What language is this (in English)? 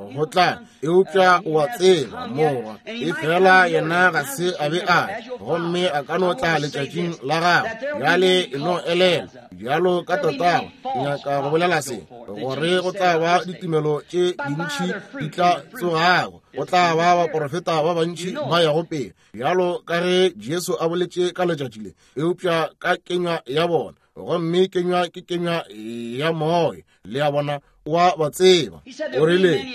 Northern Sotho